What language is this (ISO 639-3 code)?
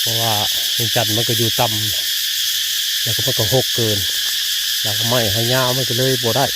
tts